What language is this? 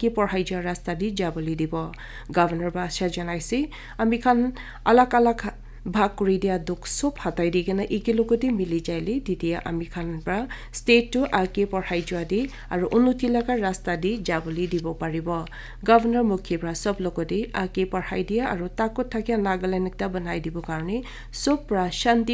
Naga Pidgin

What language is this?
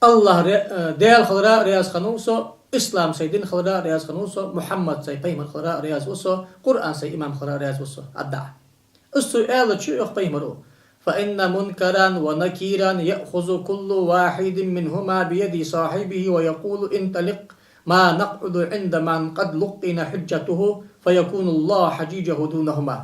Ingush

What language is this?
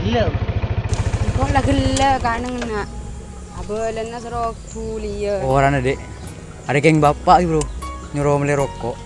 Madurese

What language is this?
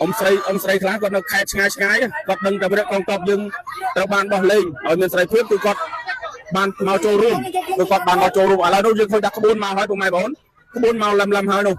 Khmer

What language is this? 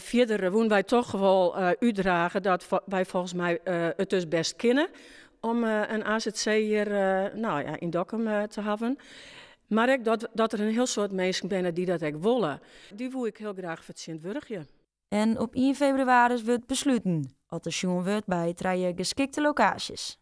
Western Frisian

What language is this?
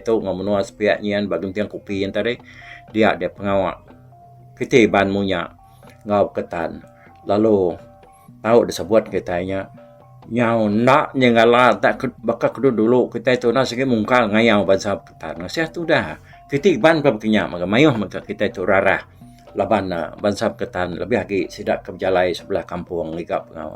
Iban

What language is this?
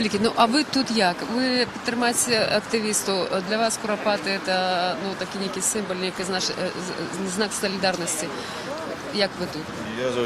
Belarusian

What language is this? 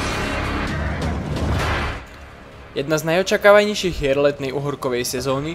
Slovak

